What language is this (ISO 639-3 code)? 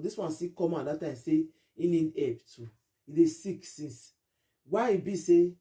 pcm